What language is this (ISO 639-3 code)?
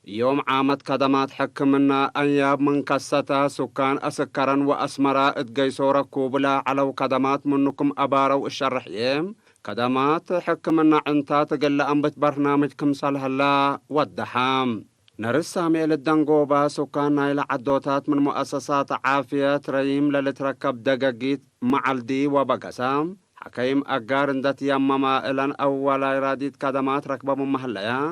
tig